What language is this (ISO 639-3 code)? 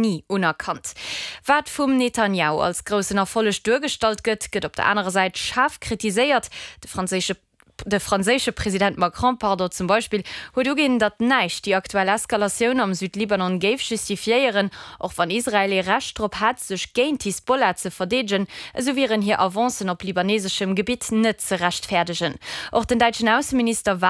ltz